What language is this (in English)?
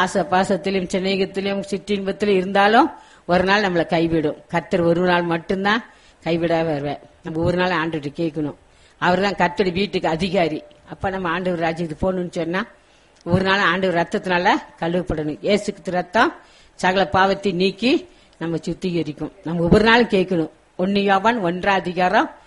Tamil